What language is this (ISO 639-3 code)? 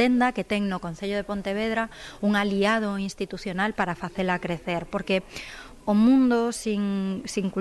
glg